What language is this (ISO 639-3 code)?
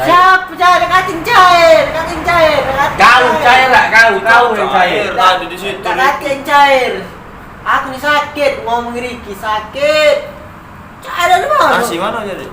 mui